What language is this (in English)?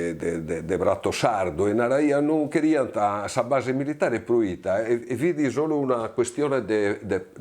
Sardinian